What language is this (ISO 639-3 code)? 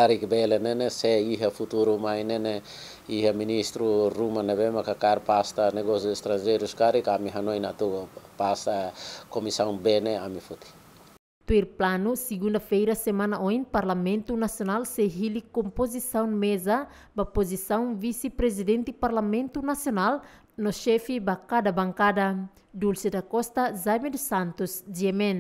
tet